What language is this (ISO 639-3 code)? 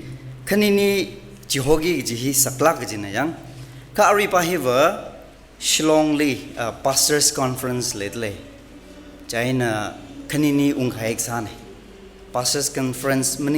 nmf